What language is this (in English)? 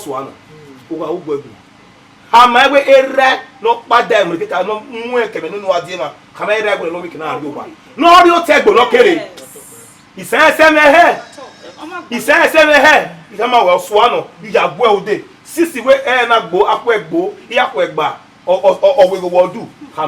Bini